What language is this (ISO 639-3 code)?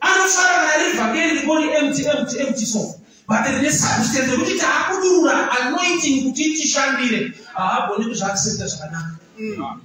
sna